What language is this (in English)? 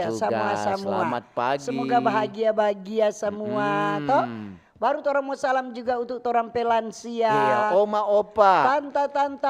Manado Malay